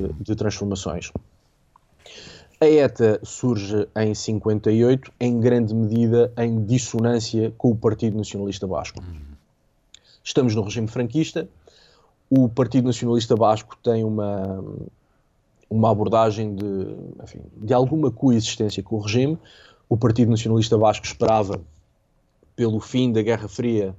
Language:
Portuguese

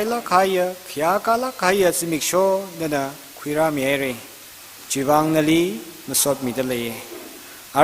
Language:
Tangkhul Naga (India)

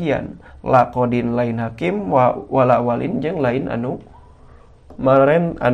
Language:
Sundanese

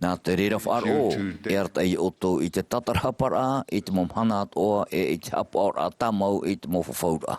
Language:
Tahitian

